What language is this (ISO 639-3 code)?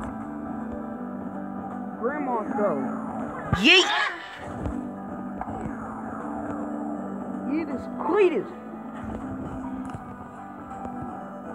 eng